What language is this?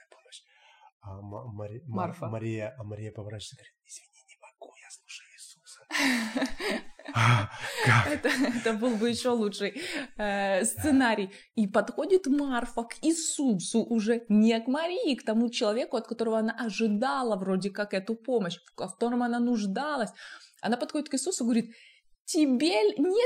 Russian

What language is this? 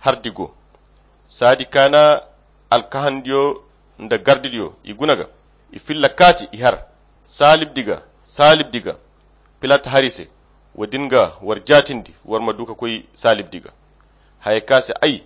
Koyra Chiini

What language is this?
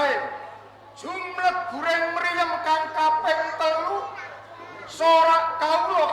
Javanese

